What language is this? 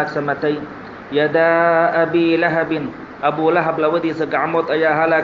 Somali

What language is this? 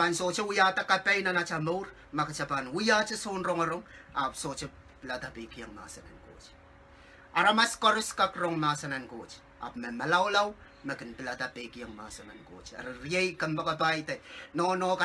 Pohnpeian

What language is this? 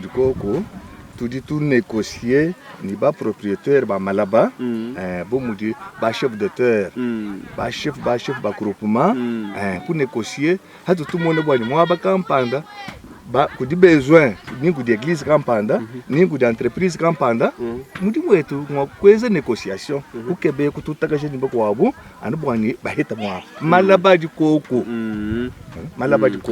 Luba-Lulua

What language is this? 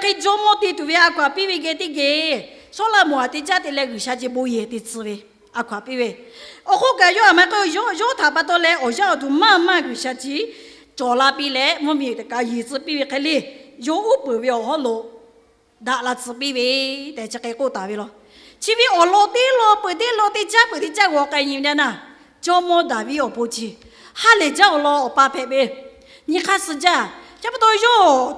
Lahu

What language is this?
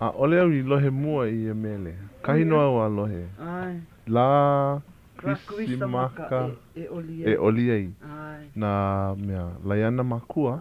Hawaiian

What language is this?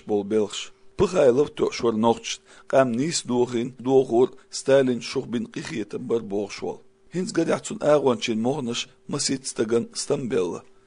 Chechen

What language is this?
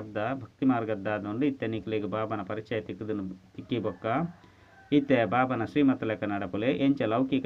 Tulu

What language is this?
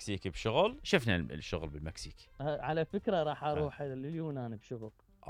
Mesopotamian Arabic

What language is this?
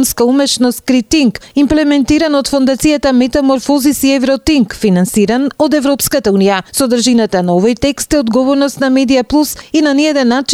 Macedonian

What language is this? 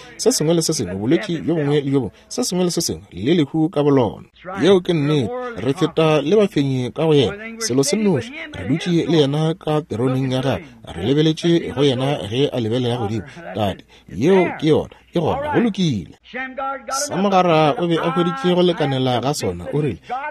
Northern Sotho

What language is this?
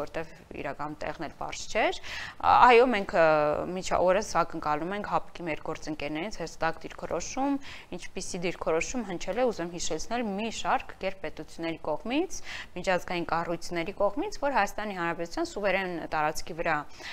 Armenian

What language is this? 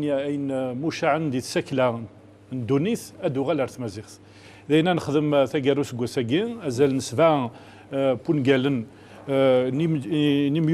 Kabyle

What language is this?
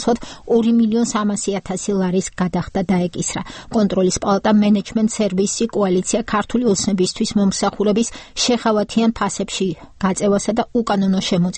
Georgian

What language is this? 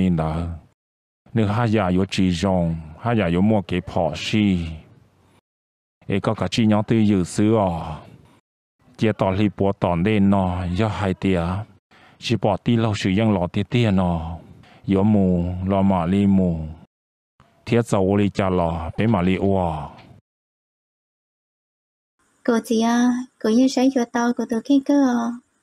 Vietnamese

